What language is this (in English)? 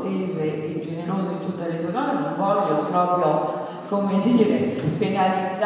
Italian